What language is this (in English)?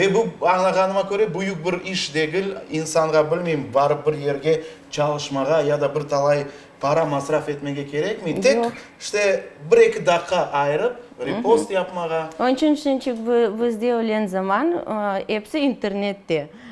Crimean Tatar